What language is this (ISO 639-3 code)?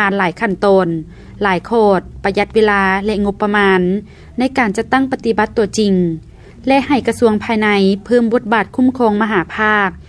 lao